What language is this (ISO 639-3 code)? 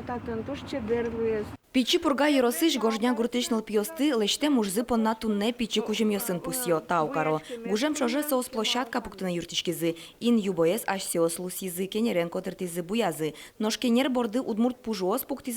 udm